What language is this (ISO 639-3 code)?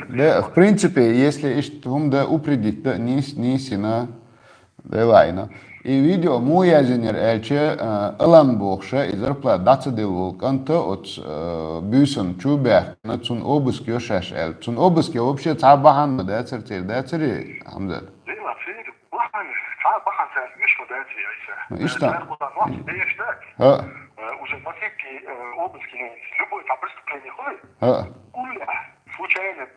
che